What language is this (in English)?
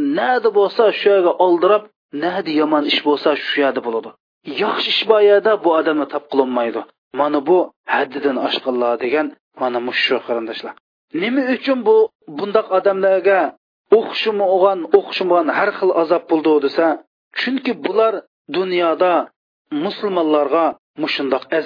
Uyghur